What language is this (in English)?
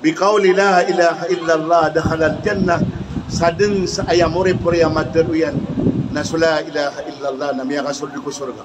Maranao